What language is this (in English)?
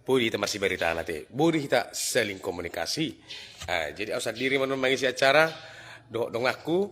Batak Toba